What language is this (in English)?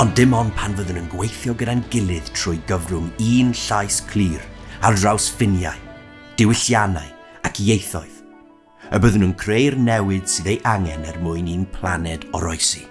Welsh